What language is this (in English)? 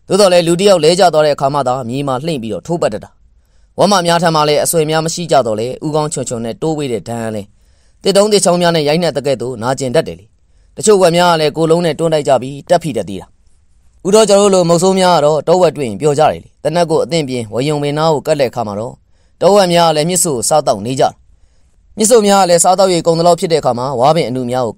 Burmese